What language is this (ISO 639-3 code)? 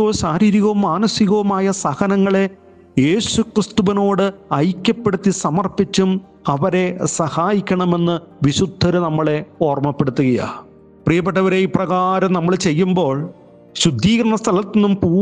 mal